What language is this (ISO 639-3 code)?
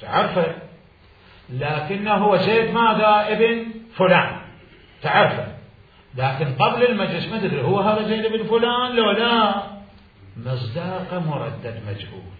acm